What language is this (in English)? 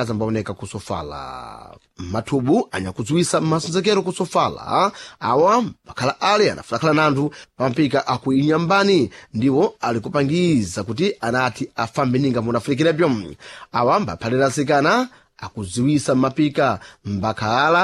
Sena